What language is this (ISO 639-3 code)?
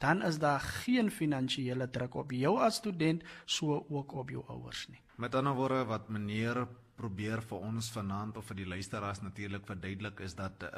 afr